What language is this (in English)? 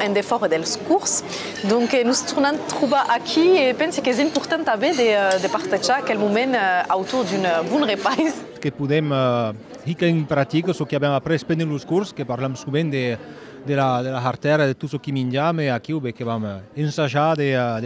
Occitan